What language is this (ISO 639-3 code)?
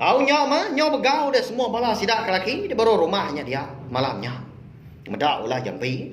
iba